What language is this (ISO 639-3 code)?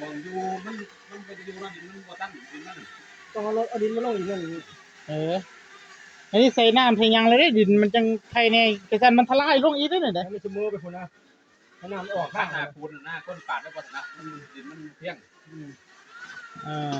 tts